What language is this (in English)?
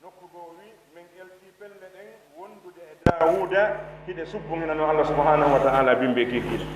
Pular